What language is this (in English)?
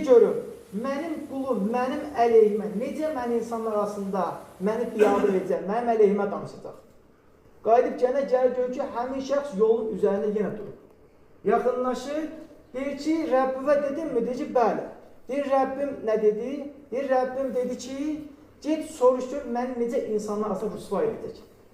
Azerbaijani